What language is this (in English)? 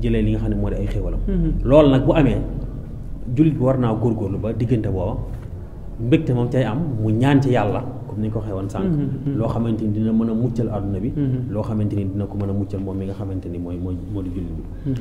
Wolof